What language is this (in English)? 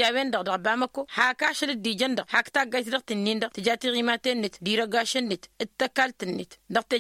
Tamasheq